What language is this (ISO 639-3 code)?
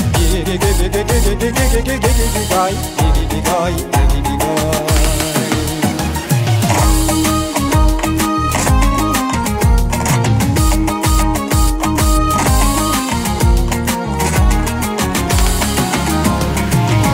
kaz